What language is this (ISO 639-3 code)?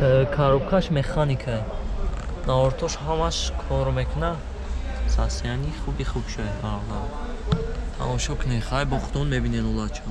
tgk